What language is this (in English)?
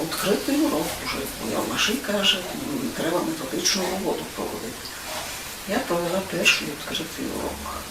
Rusyn